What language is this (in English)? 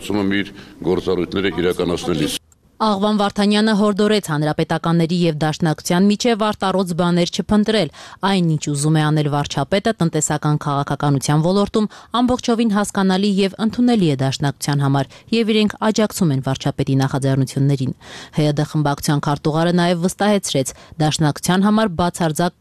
Armenian